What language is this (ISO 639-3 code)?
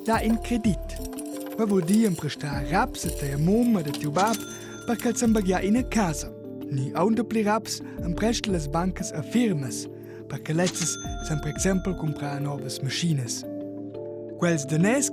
roh